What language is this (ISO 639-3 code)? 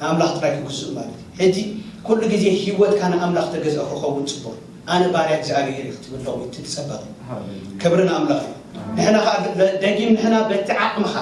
tir